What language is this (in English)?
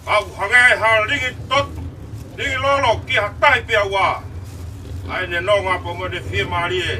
Tongan